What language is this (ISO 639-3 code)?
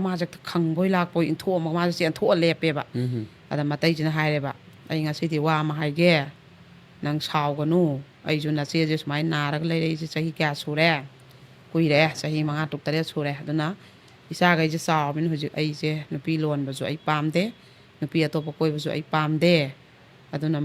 mni